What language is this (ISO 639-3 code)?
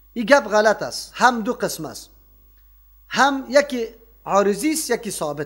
fas